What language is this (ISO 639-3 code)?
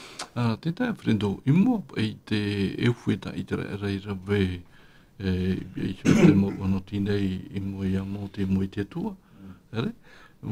tah